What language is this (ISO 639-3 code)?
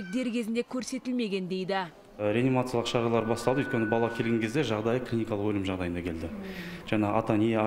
kaz